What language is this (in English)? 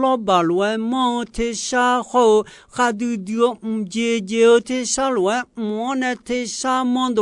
Akha